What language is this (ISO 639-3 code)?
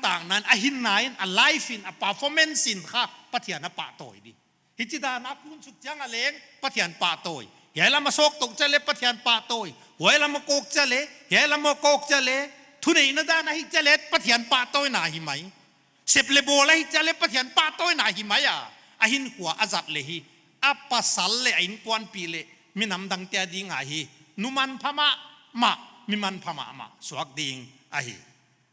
pck